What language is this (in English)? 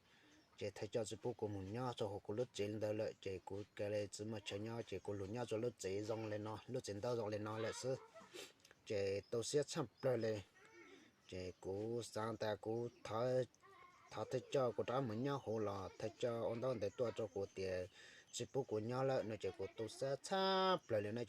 Hmong